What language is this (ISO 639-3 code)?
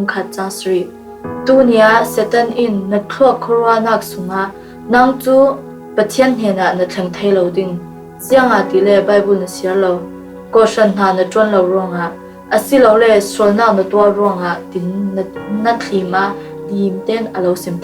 cfm